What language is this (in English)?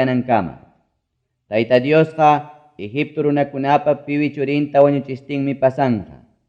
Ayacucho Quechua